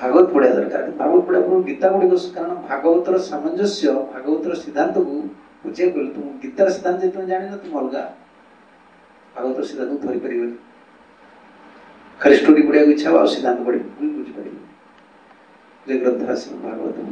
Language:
Odia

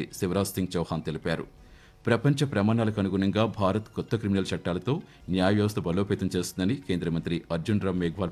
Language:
Telugu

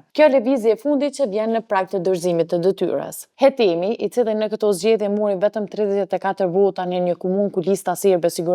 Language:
Albanian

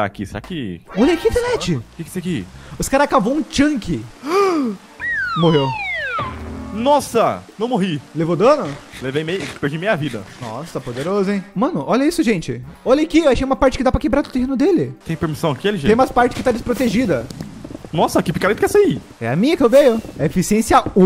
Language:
Portuguese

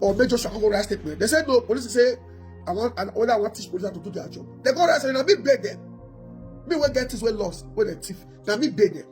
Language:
Nigerian Pidgin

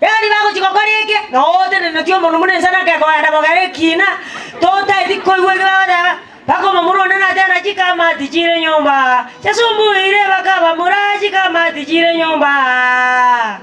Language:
Gusii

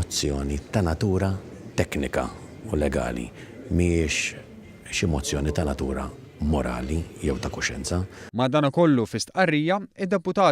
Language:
Maltese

